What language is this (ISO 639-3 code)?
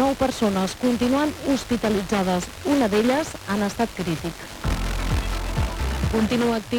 cat